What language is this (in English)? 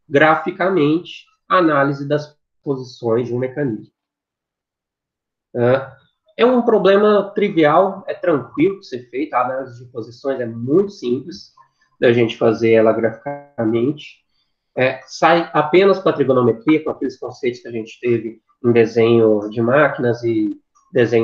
Portuguese